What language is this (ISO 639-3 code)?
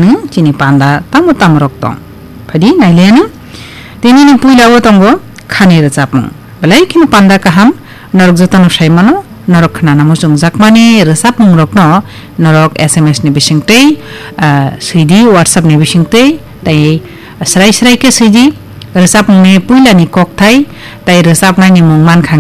trp